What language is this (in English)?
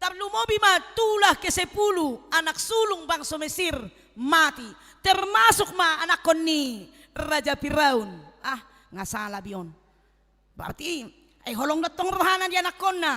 Batak Toba